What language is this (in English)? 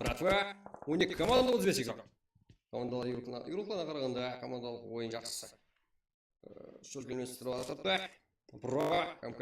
Kara-Kalpak